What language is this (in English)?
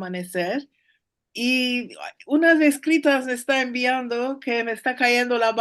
Ladino